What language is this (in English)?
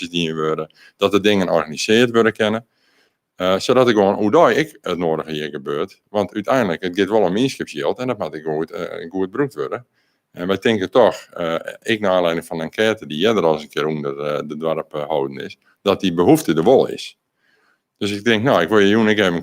Western Frisian